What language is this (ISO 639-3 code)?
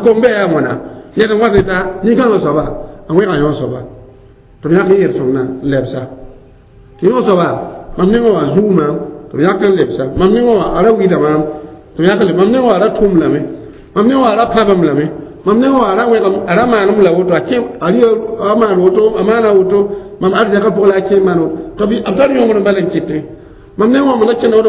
mos